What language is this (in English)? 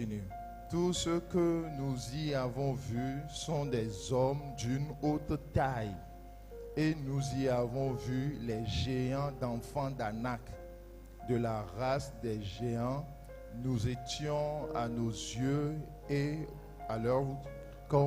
Ewe